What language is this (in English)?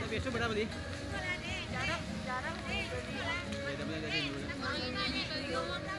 Minangkabau